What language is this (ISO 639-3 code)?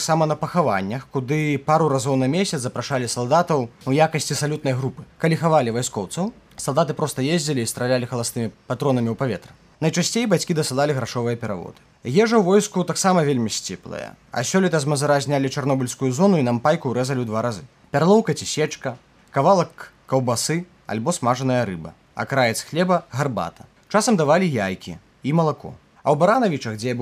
bel